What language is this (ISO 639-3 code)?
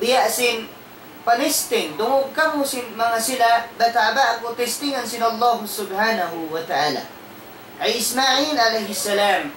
tsg